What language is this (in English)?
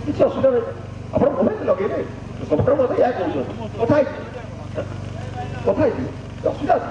Odia